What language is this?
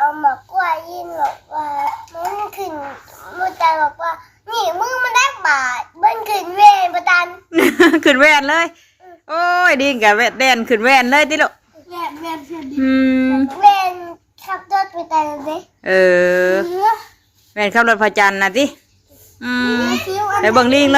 Northeastern Thai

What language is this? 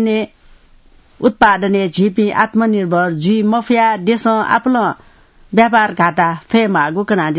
Newari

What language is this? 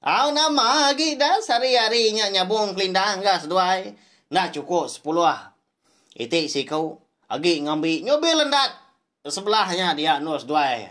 Iban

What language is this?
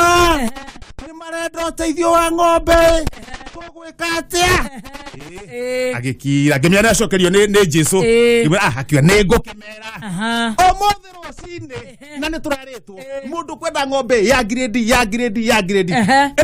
Kikuyu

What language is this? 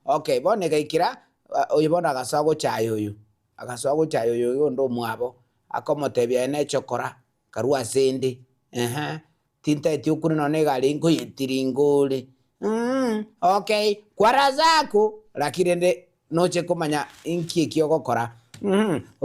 Gusii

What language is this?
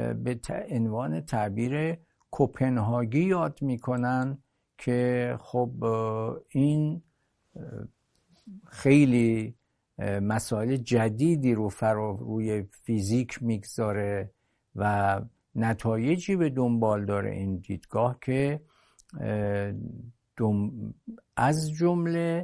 Persian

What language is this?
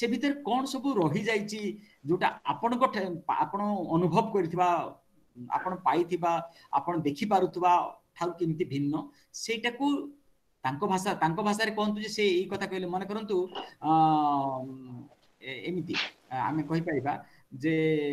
Odia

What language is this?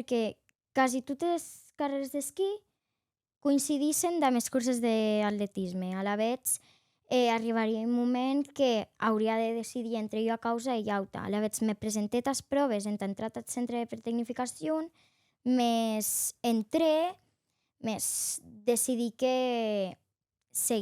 Occitan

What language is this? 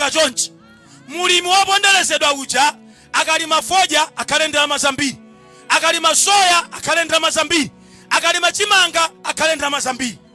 Nyanja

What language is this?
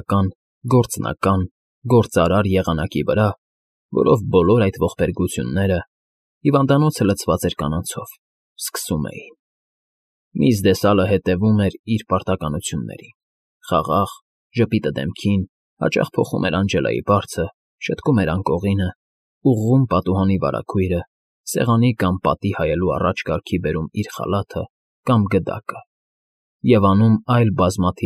Armenian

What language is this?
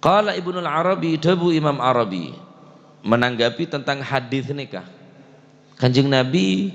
Madurese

